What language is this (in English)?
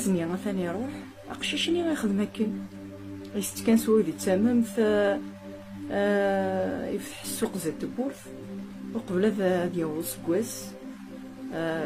Kabyle